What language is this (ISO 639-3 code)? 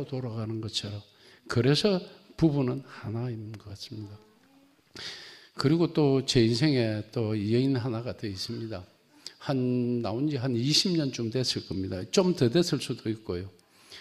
kor